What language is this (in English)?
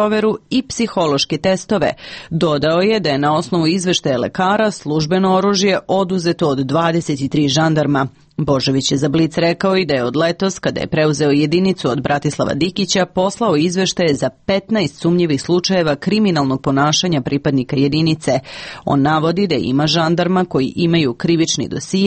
Serbian